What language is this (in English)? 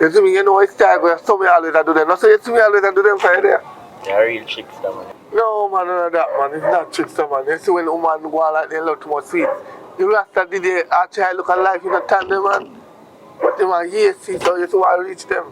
Jamaican Creole English